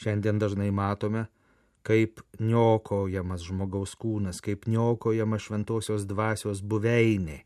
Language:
Lithuanian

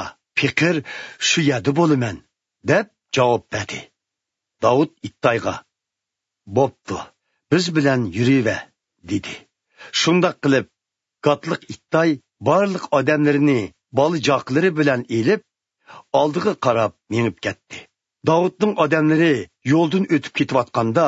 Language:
Uyghur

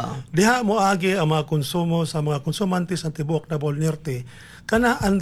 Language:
Cebuano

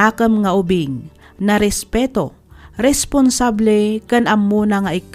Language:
Iloko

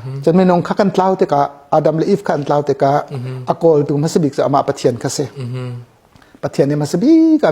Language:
Hakha Chin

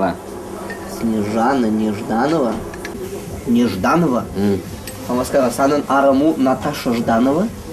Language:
Chuvash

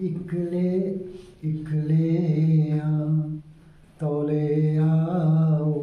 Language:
Dogri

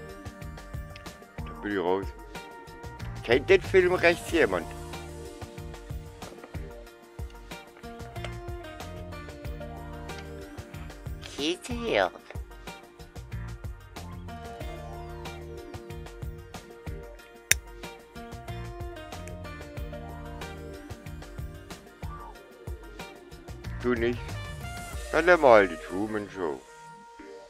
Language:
German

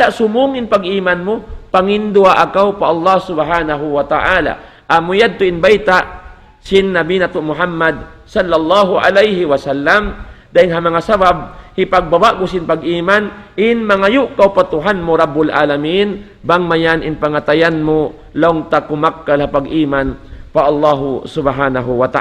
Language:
Tausug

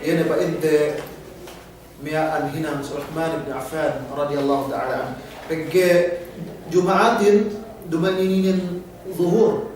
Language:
Yakan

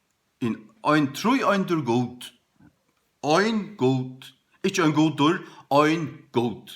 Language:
Faroese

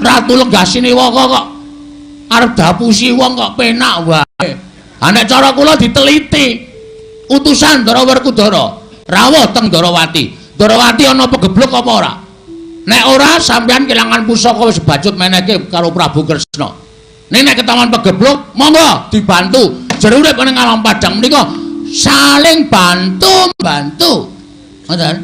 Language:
Javanese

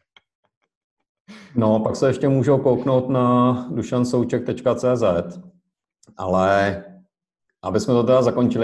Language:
Czech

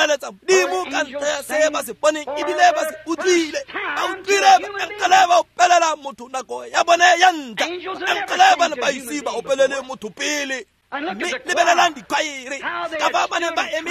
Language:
Tswana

